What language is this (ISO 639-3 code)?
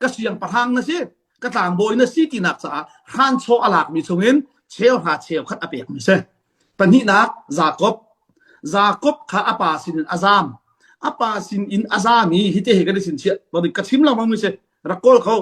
cnh